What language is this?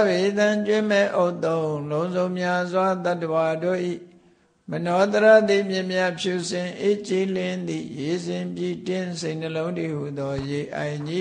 Burmese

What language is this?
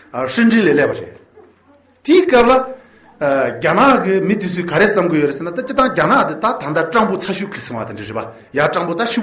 Tibetan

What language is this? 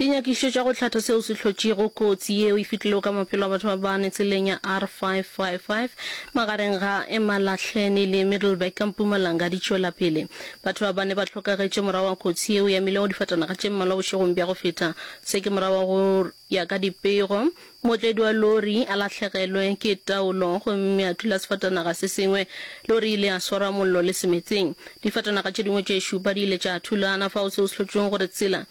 Northern Sotho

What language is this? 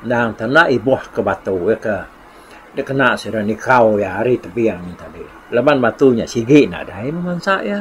Iban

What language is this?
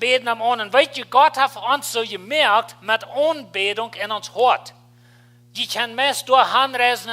Plautdietsch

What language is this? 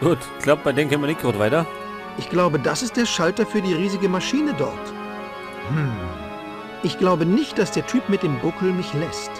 Bavarian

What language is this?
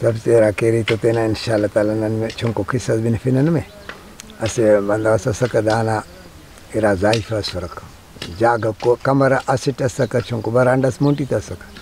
Brahui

